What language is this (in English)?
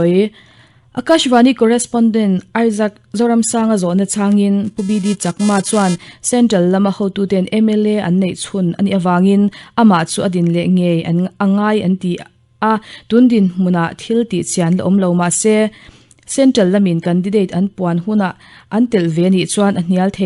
Mizo